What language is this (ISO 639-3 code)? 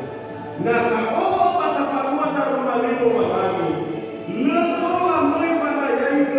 nia